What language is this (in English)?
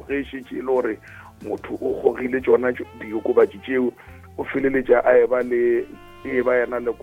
Northern Sotho